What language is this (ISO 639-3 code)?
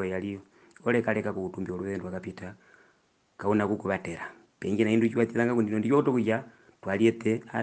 her